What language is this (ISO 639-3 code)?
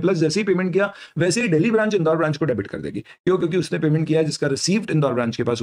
hin